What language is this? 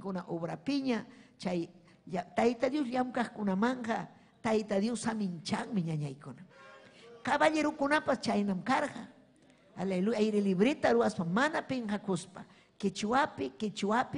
Ayacucho Quechua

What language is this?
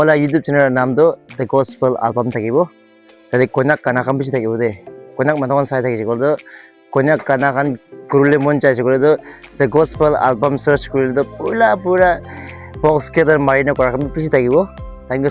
Naga Pidgin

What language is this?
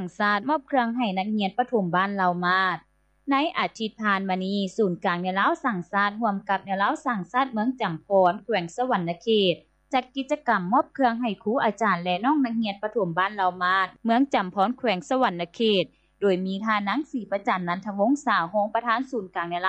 Lao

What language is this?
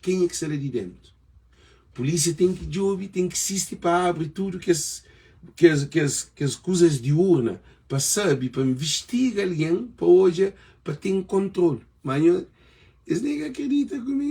Kabuverdianu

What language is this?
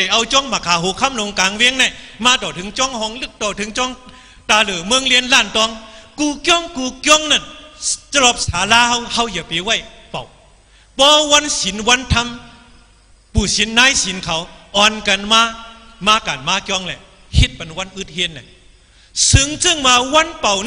Shan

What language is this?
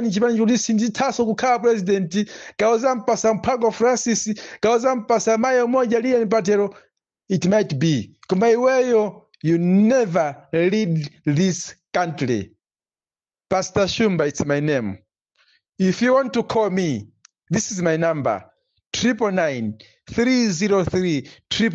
Nyanja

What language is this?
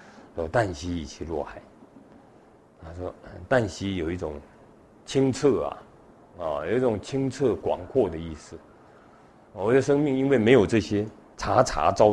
Chinese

